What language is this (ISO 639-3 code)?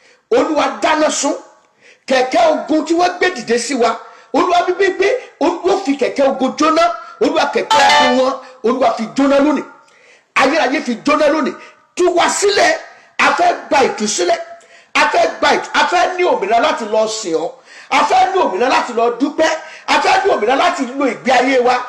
yor